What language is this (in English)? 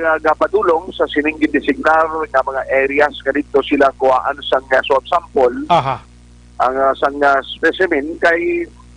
Hiligaynon